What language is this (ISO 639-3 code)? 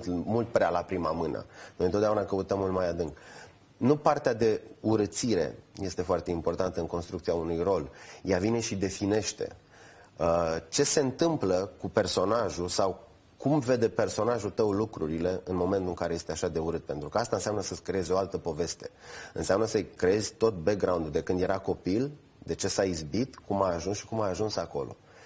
ron